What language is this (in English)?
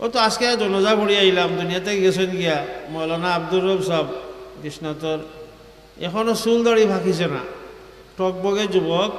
Sylheti